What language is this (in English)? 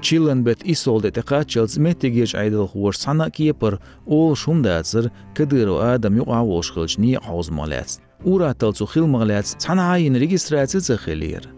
Chechen